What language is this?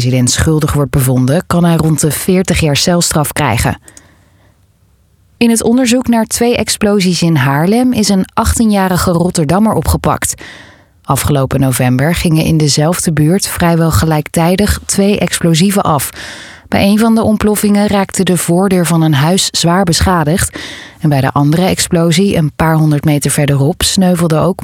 Dutch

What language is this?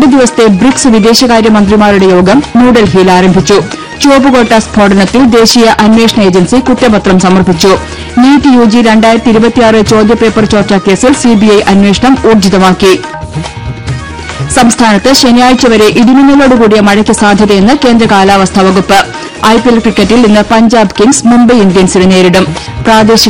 Malayalam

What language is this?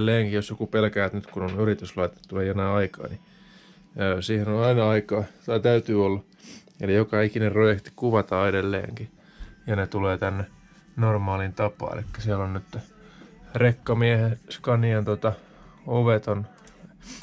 Finnish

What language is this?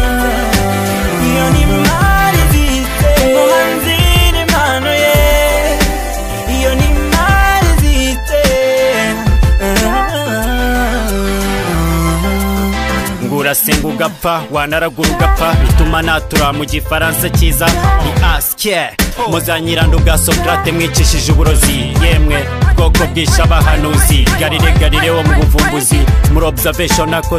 Kinyarwanda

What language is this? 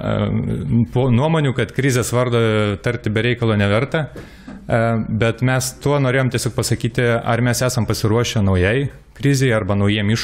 Lithuanian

